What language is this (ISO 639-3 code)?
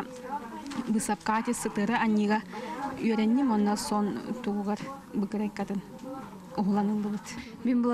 sah